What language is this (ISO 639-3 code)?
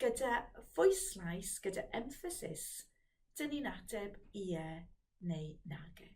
cym